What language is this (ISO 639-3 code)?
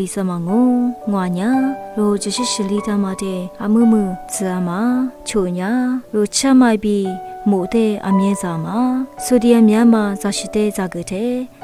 lis